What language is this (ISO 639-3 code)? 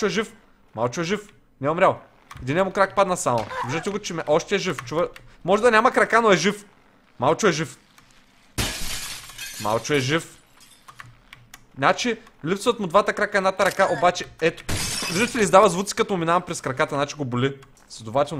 bul